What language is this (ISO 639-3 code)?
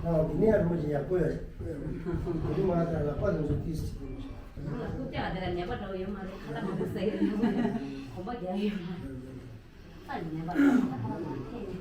bod